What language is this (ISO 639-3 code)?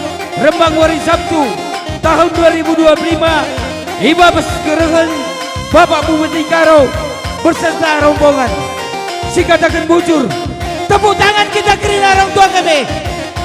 btx